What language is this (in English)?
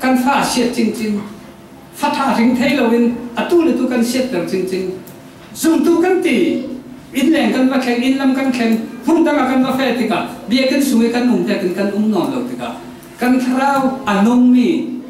Falam Chin